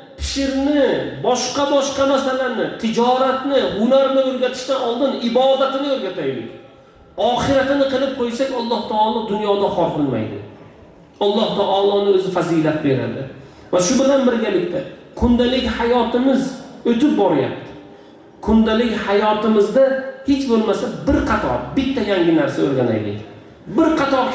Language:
Uzbek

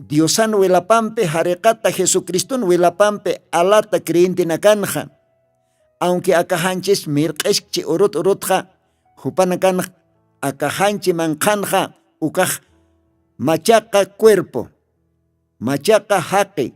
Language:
Aymara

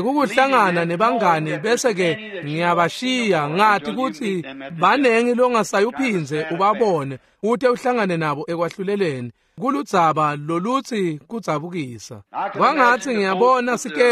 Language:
Swati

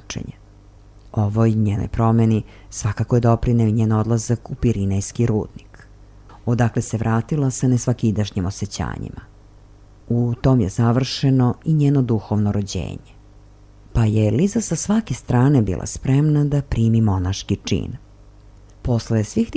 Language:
Serbian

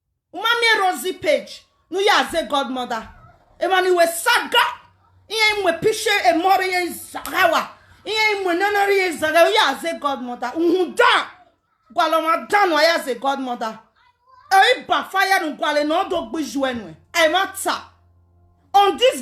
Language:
Nigerian Pidgin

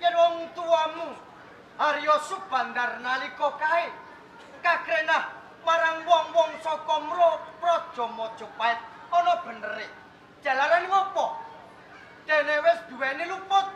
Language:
Javanese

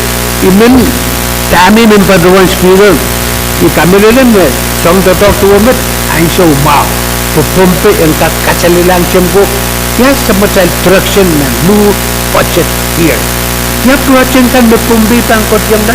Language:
Pohnpeian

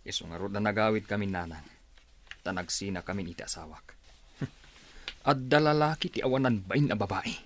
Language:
Iloko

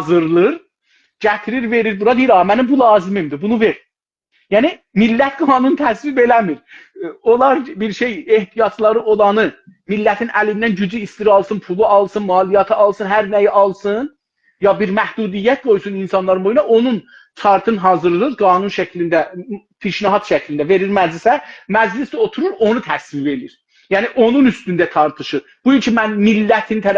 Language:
South Azerbaijani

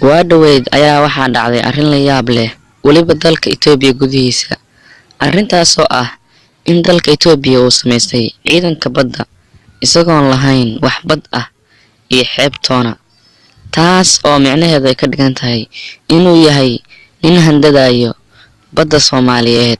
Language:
Somali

